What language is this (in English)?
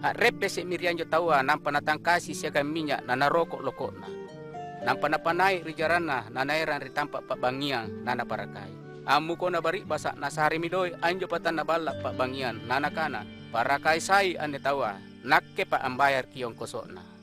Makasar